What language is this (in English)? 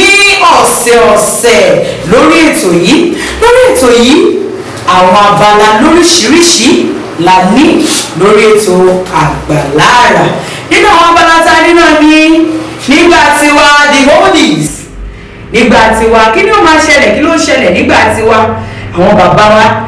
Yoruba